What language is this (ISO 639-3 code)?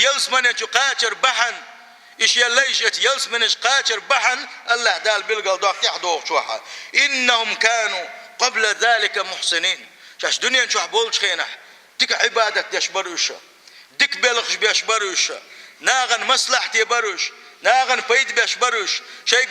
che